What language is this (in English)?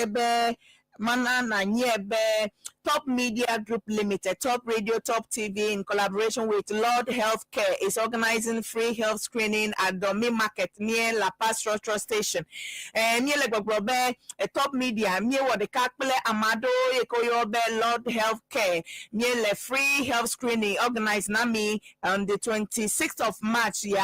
Ewe